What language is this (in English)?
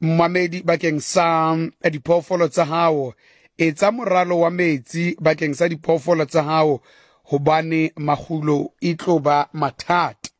Southern Sotho